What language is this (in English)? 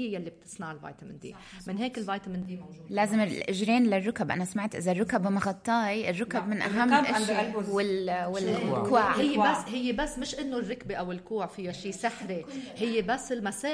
North Levantine Arabic